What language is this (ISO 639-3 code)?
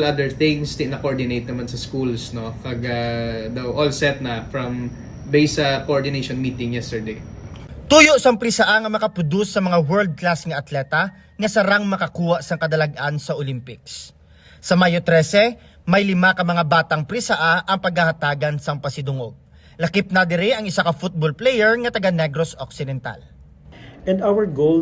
hil